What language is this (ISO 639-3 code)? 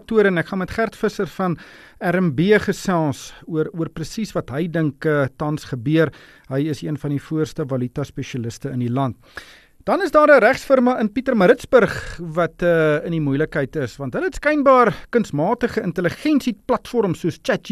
afr